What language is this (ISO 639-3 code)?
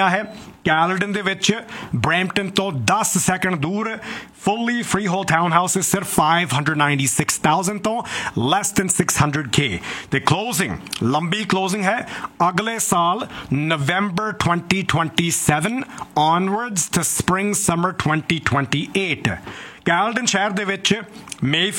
pan